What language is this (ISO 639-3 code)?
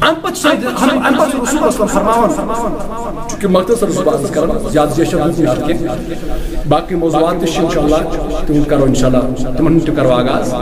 kas